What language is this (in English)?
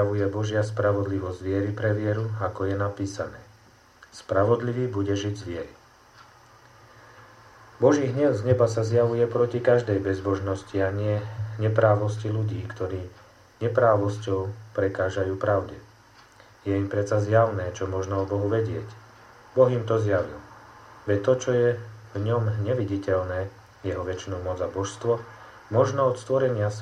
Slovak